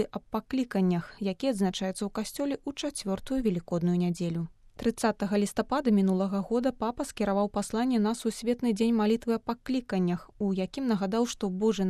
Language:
Belarusian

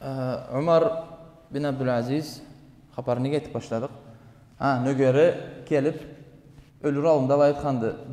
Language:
Karachay-Balkar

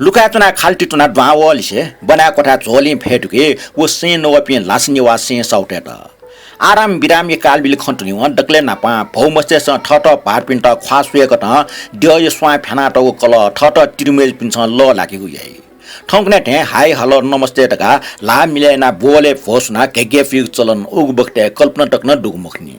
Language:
Newari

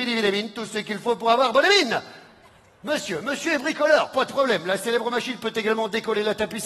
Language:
French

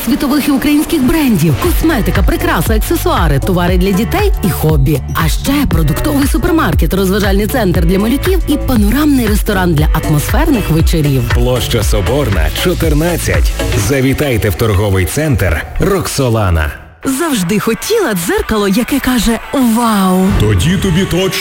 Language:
Ukrainian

